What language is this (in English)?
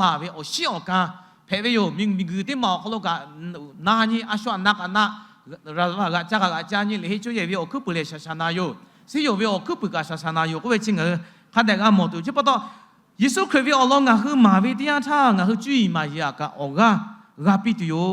Lahu